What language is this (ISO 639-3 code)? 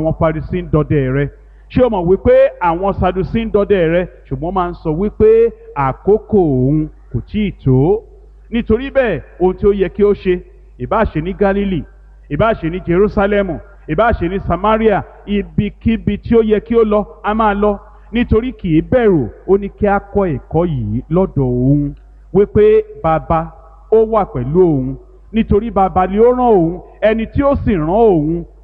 yor